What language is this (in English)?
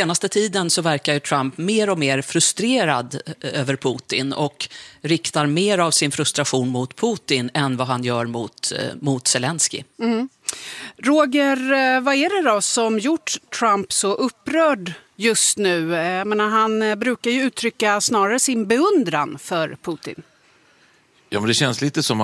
Swedish